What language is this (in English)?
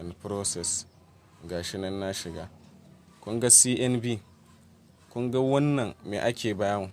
Hausa